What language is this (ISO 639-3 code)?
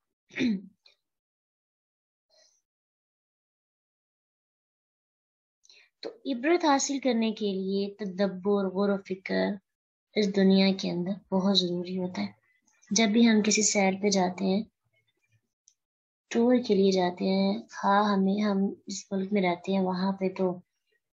urd